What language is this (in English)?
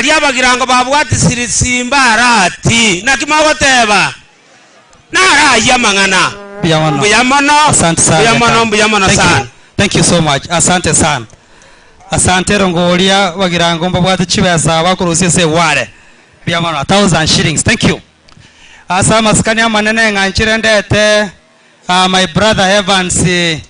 Gusii